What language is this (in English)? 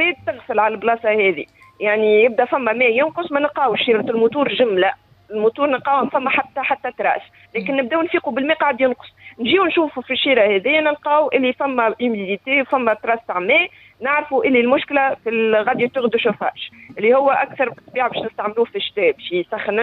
Tunisian Arabic